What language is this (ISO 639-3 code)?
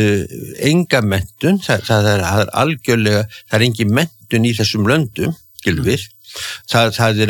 isl